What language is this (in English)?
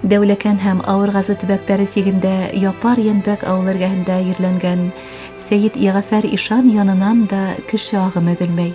Bashkir